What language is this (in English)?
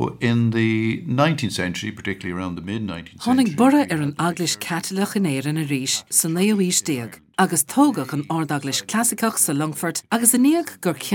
Irish